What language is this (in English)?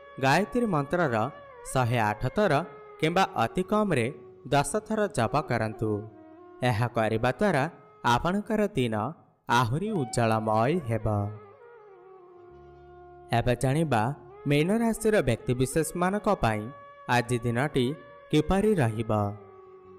Odia